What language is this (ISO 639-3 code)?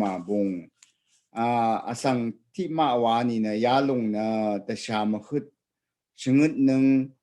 raw